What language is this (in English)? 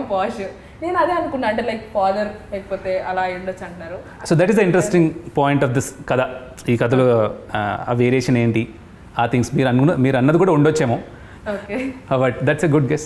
Telugu